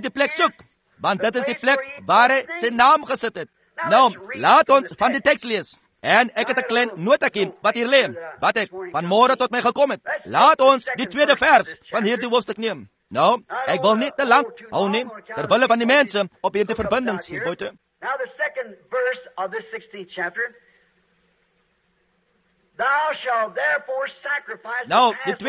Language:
Afrikaans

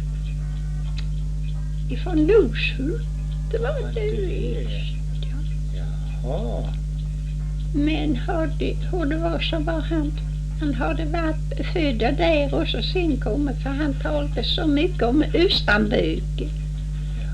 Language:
Swedish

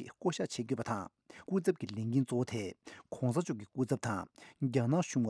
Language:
Tibetan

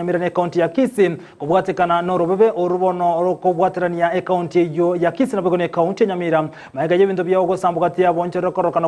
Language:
Gusii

